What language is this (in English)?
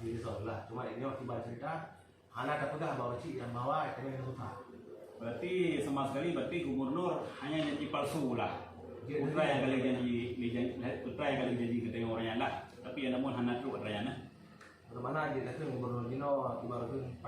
Achinese